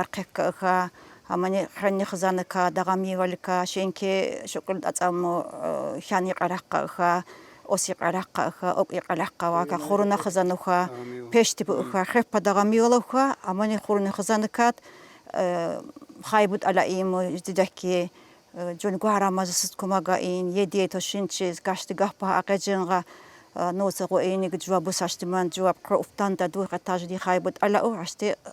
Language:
Tsakhur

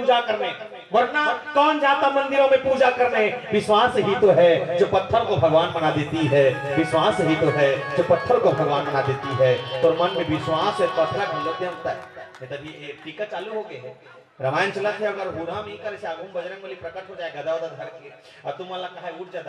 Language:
Chhattisgarhi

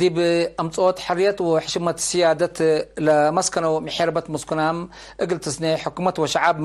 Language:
Tigre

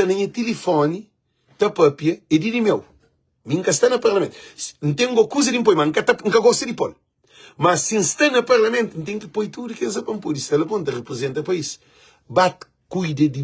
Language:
Kabuverdianu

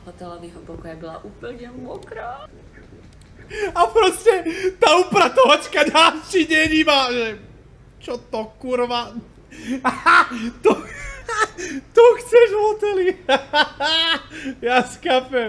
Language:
Slovak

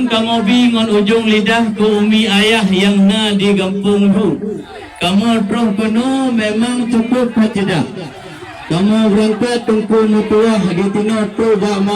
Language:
Achinese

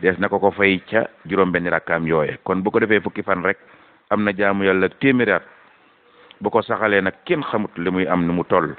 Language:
Wolof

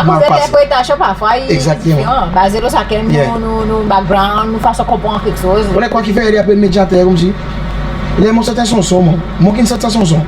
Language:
Seselwa Creole French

